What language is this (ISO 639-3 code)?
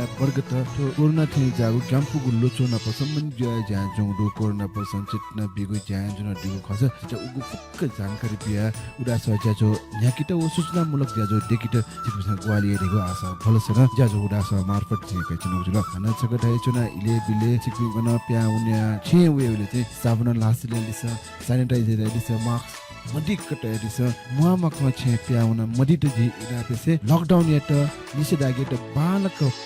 new